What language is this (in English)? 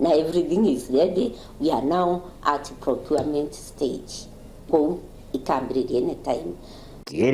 Meru